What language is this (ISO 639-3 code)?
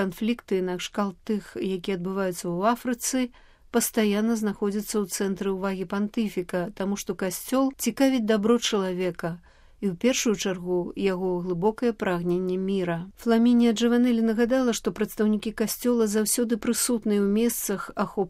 bel